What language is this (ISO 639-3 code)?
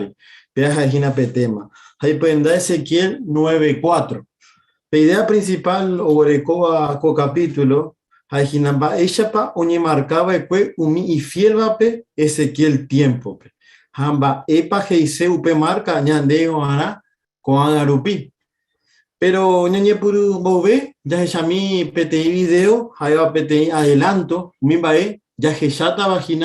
grn